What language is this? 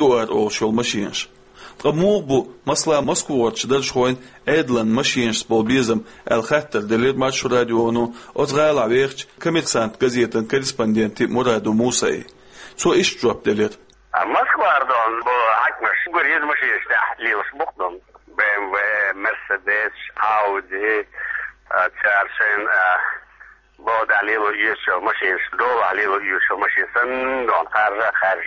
Chechen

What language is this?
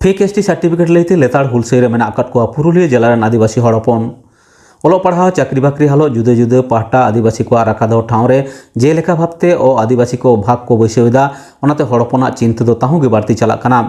Santali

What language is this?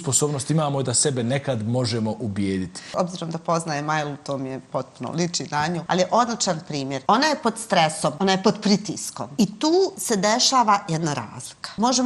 Bosnian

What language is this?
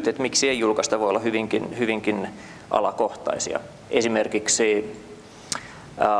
Finnish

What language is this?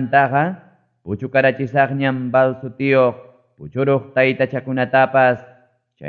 Ayacucho Quechua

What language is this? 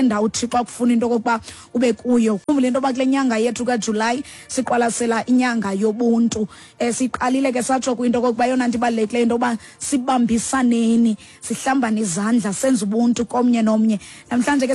Xhosa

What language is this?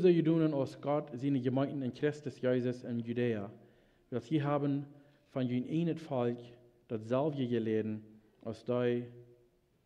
Plautdietsch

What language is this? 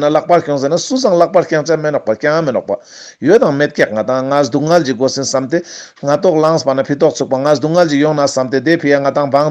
Ladakhi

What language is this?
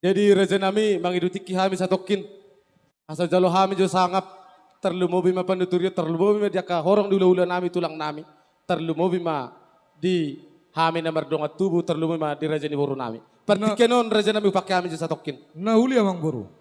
Batak Toba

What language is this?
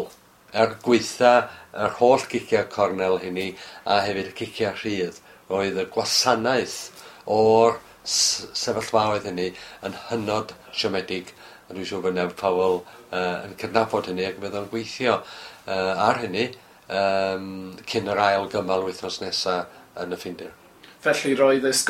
Welsh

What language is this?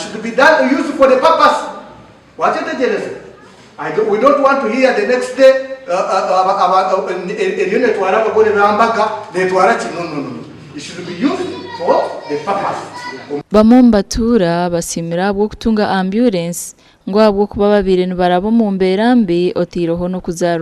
Nyankole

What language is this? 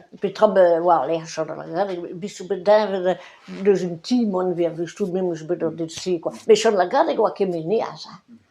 Breton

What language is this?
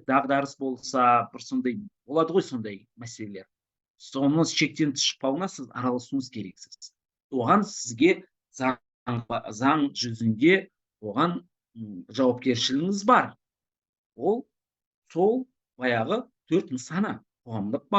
Kazakh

